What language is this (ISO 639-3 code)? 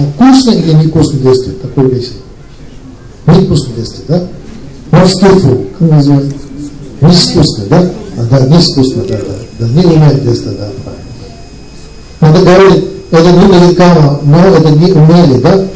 rus